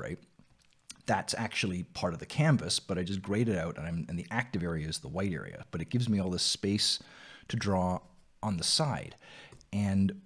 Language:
English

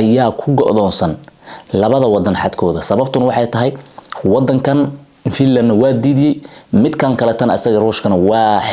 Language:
Somali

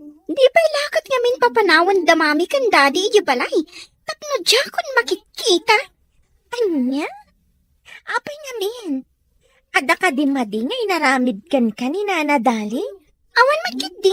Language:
Iloko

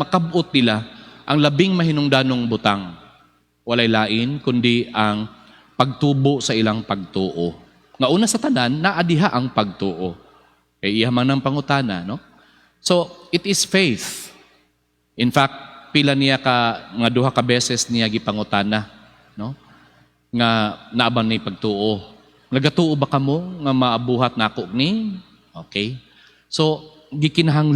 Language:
Cebuano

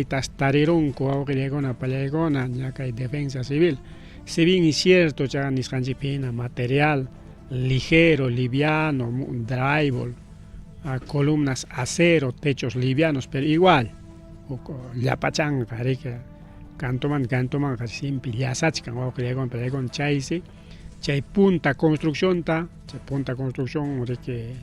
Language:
Ayacucho Quechua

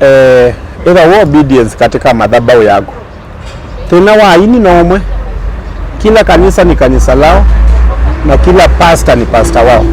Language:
Kamba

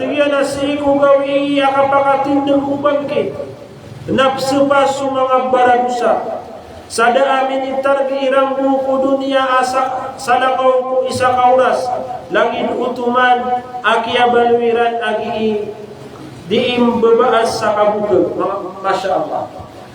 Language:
Maranao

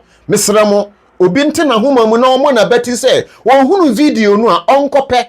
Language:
Akan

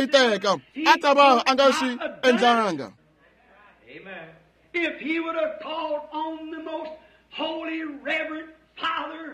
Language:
Tsonga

